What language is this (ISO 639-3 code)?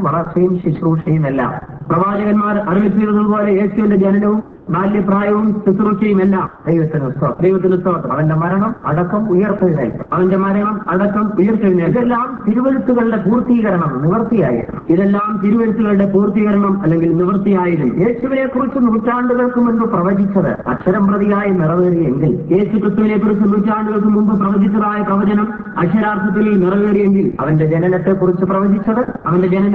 mal